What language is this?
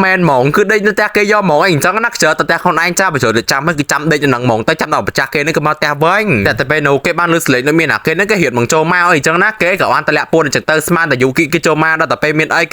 Khmer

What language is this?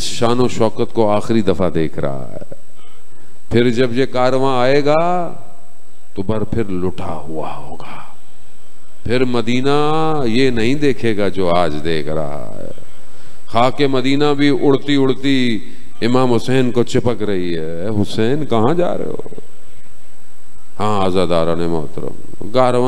Urdu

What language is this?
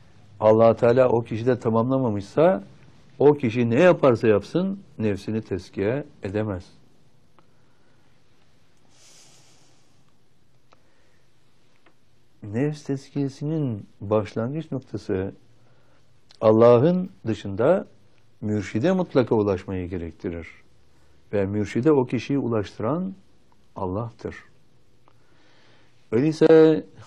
Turkish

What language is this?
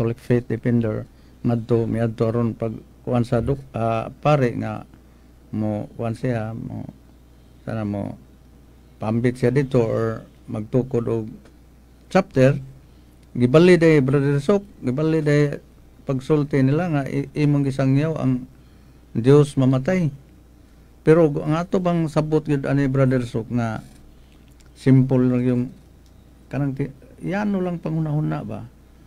Cebuano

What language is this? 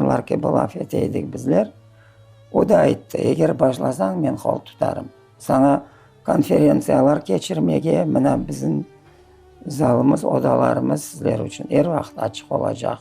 Crimean Tatar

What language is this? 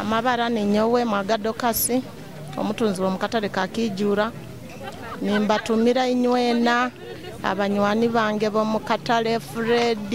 Nyoro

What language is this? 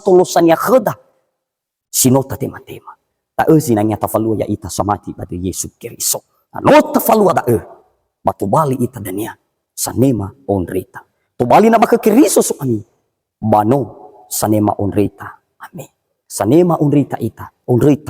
Nias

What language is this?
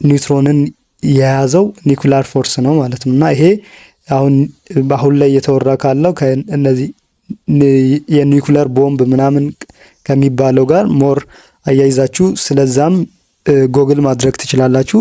Amharic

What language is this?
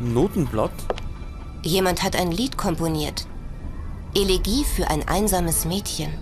Bavarian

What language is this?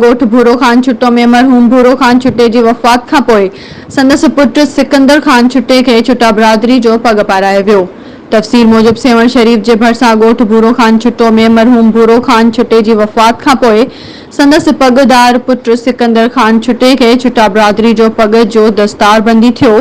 Sindhi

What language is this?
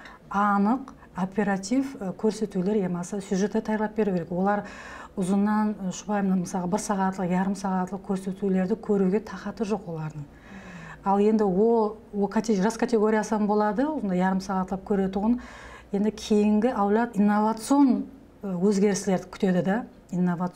Kara-Kalpak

